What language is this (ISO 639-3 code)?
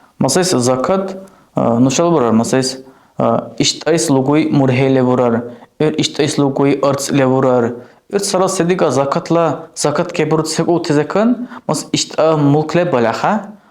dar